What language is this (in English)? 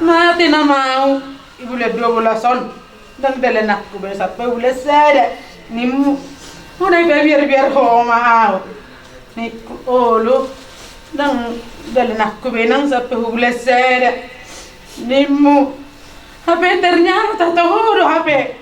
Batak Toba